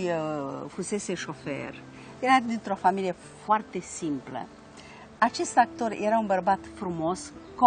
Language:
Romanian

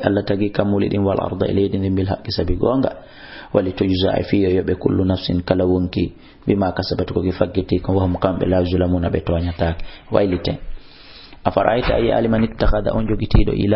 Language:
Fula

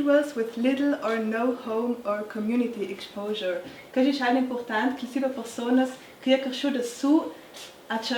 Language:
Ladin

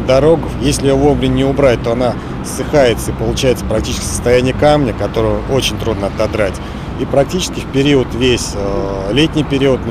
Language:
Russian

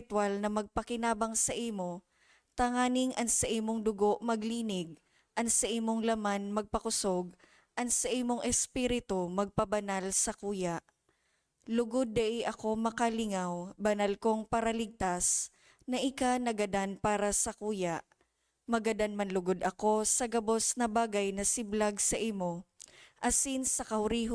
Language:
Bikol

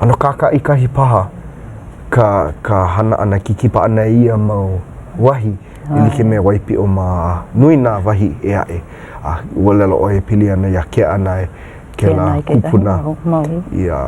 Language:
Hawaiian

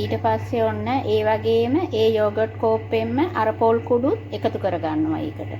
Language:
Sinhala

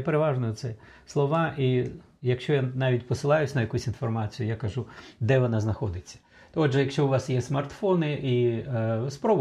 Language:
Ukrainian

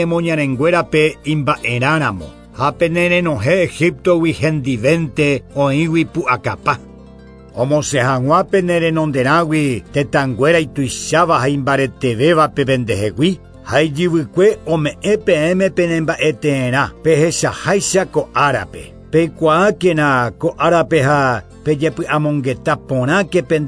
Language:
Guarani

